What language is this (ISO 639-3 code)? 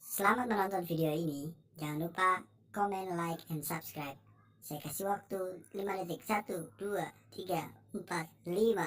bew